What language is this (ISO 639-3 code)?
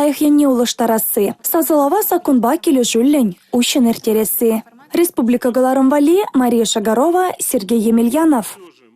chv